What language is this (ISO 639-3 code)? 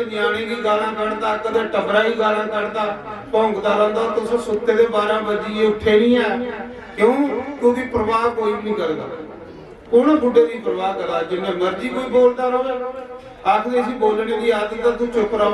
doi